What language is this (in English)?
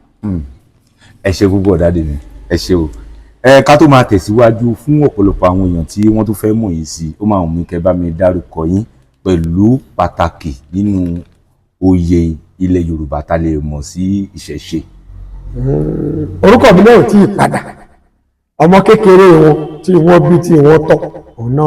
Yoruba